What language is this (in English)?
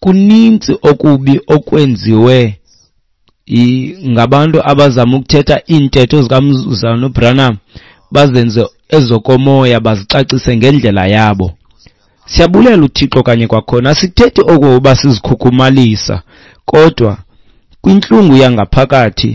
Xhosa